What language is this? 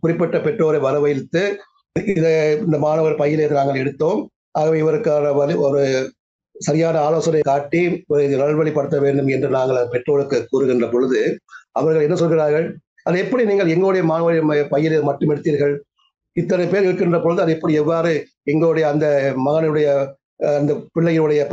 Tamil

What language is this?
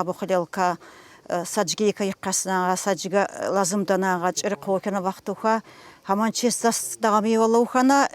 Tsakhur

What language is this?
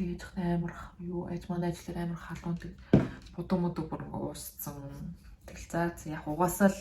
Mongolian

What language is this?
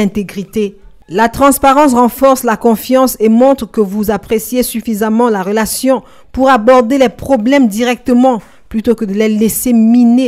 French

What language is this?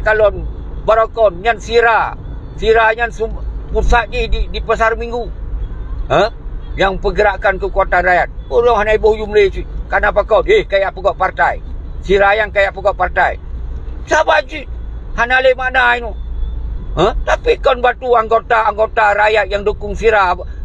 Achinese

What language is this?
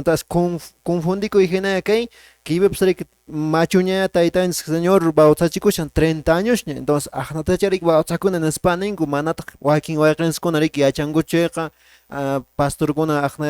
Quechua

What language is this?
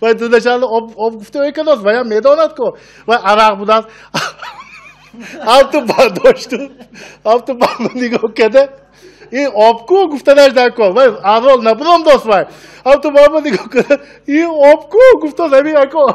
Tajik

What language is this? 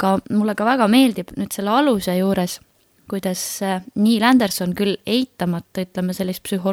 Estonian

